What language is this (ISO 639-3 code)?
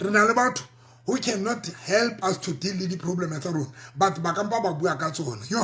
sot